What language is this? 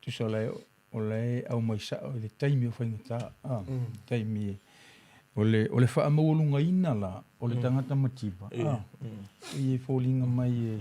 Samoan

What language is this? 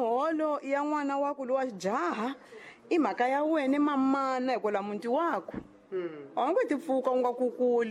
Tsonga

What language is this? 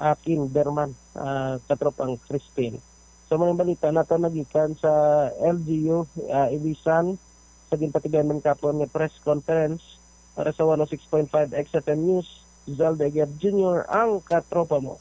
Hiligaynon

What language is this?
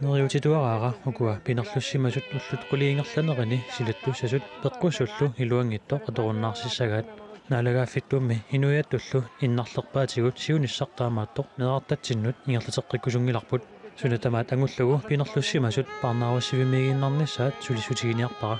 Kalaallisut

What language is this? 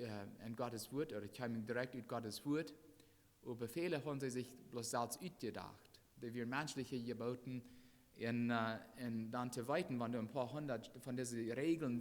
Plautdietsch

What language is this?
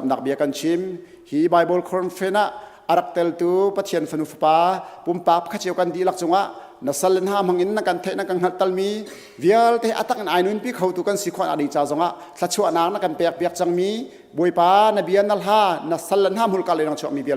Hakha Chin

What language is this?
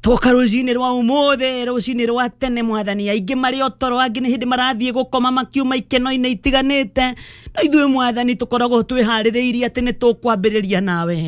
Kikuyu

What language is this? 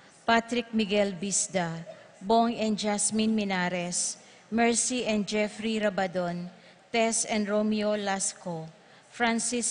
Pampanga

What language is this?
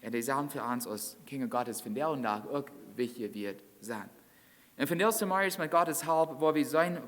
Plautdietsch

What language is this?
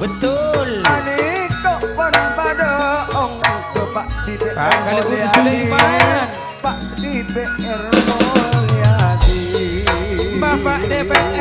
Madurese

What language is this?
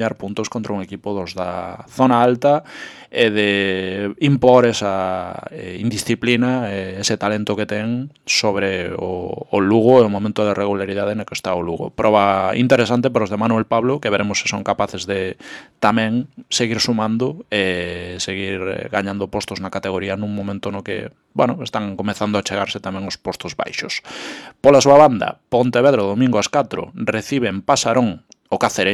Galician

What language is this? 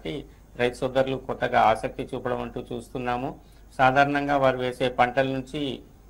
Telugu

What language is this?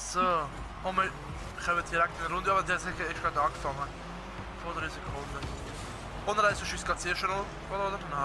Swiss German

